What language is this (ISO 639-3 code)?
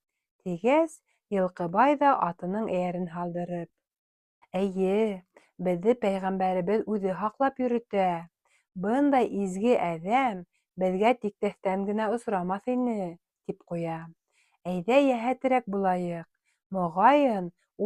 bak